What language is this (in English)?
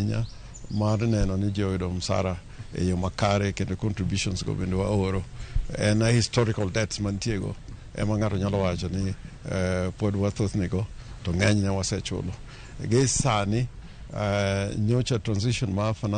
Luo (Kenya and Tanzania)